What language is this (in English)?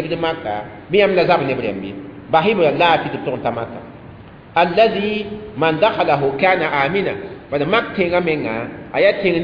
Mossi